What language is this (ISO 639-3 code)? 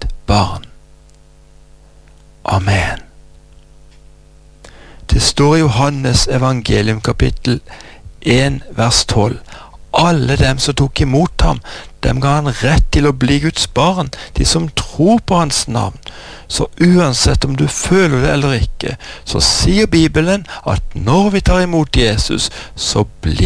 nor